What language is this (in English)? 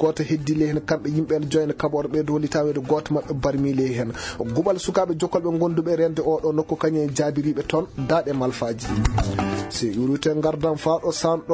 Fula